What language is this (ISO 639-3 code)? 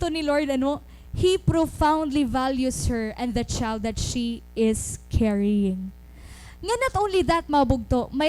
war